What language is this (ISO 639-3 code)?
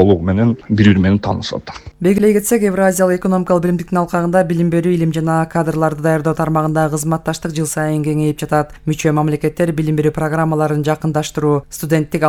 kir